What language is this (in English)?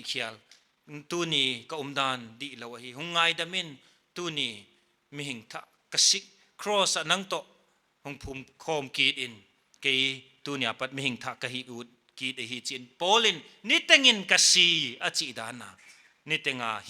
Paite Chin